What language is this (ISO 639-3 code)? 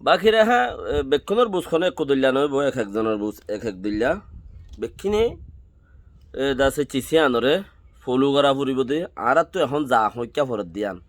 rhg